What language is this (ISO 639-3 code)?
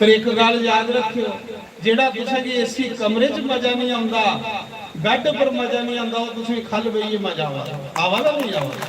doi